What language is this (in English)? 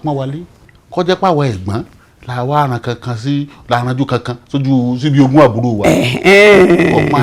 Yoruba